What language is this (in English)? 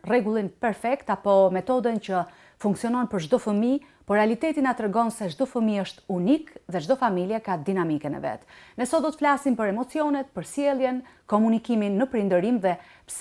Albanian